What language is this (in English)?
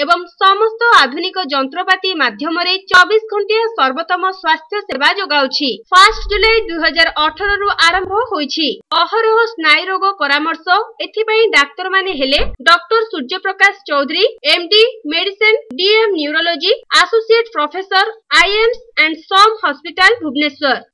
Odia